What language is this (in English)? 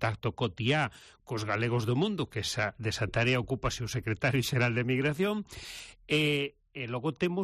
Galician